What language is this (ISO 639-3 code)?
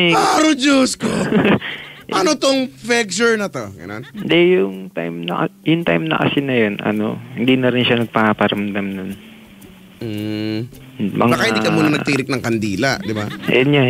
fil